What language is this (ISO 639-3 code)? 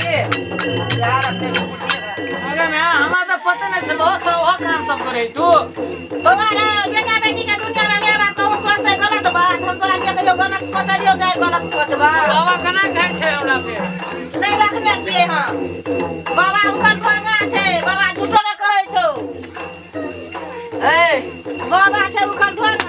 mai